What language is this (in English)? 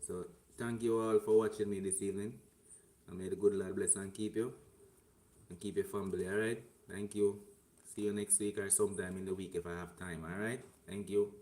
Jamaican Creole English